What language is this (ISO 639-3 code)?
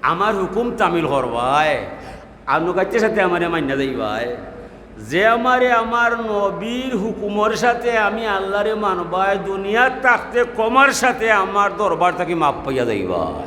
syl